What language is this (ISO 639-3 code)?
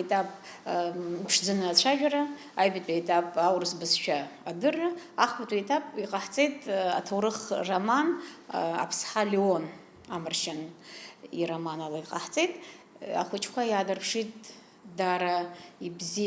abk